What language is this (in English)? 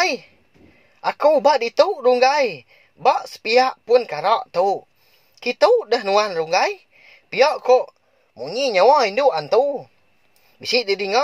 Iban